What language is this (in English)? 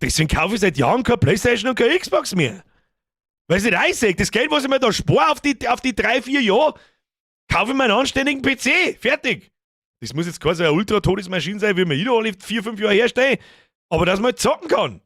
Bavarian